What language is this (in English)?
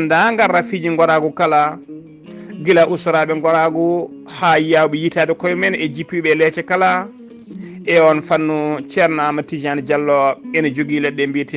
Fula